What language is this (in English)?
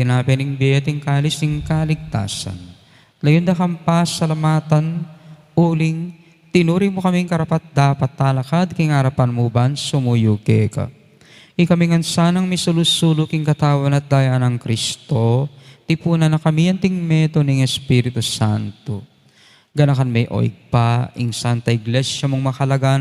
Pampanga